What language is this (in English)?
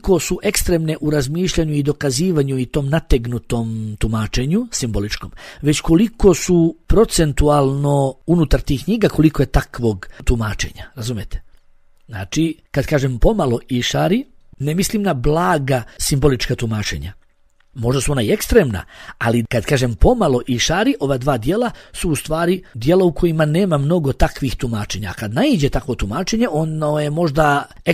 Bosnian